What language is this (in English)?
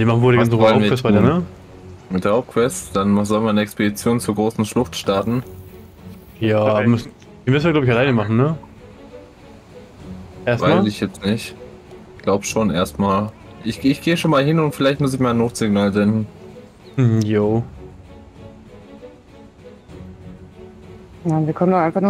German